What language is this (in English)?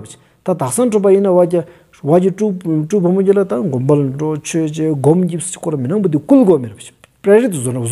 Stod Bhoti